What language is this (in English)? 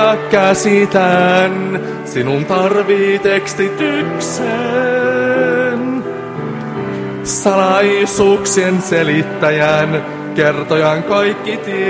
Finnish